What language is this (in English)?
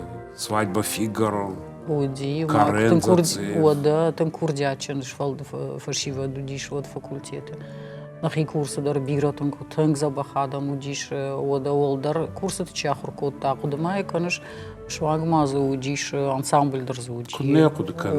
Ossetic